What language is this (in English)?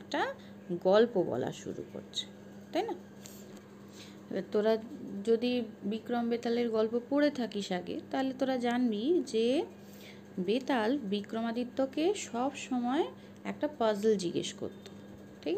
Bangla